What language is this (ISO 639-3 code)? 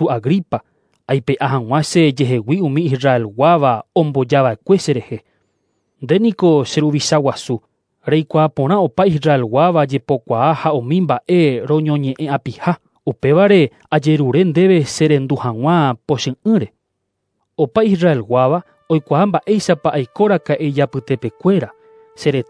grn